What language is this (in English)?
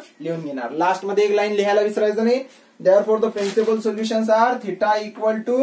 Marathi